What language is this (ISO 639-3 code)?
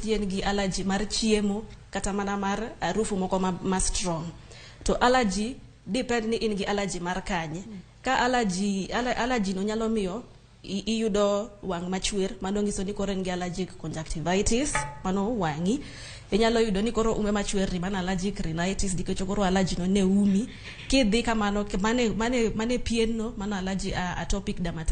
luo